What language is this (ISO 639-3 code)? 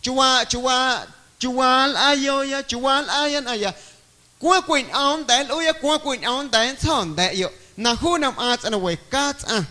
amu